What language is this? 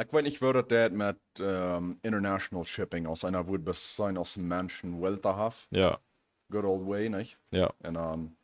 Plautdietsch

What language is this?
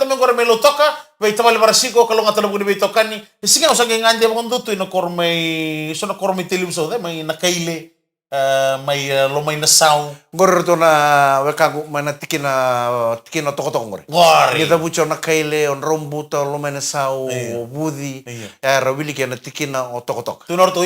Fijian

